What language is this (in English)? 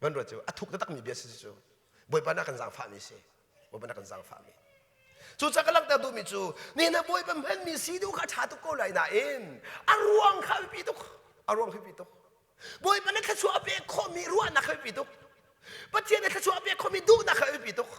Hakha Chin